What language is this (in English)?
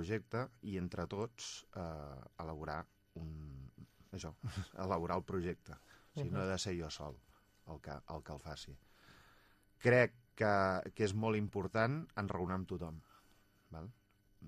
Catalan